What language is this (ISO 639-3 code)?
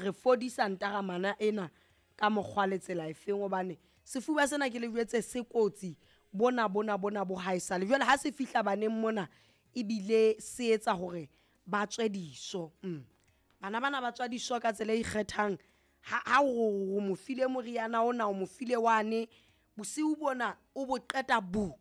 sot